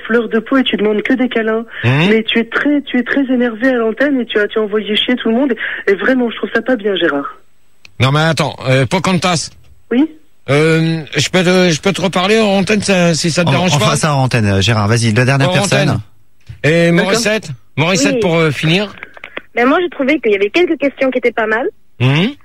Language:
French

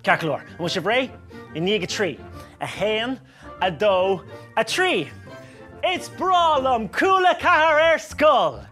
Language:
Irish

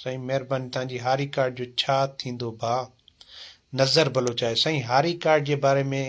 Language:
Sindhi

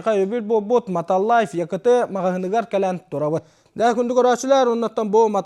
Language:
Yakut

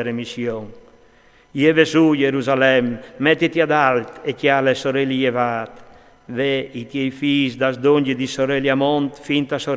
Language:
Friulian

